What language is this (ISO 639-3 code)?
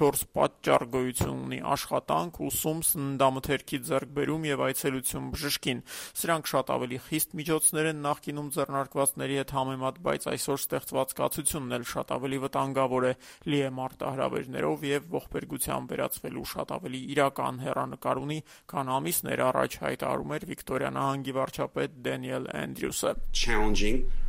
hye